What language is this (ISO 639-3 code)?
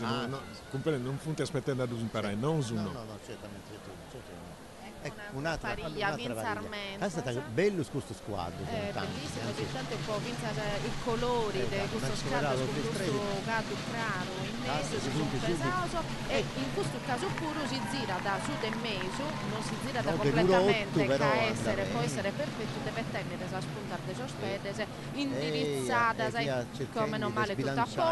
srd